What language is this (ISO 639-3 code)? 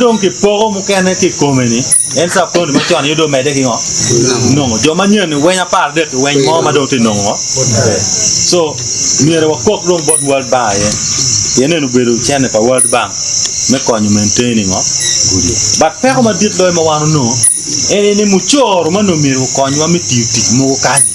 ach